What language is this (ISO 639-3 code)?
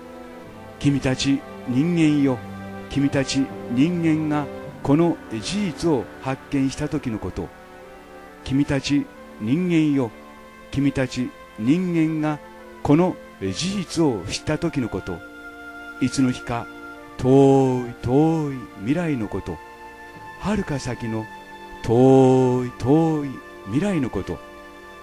jpn